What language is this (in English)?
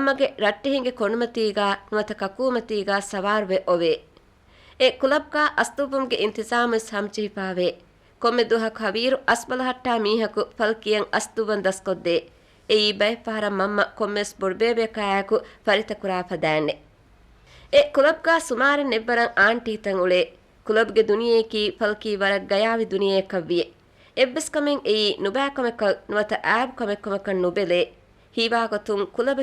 Divehi